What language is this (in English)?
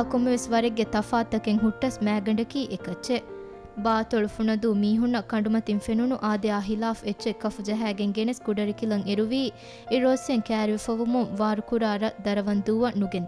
Divehi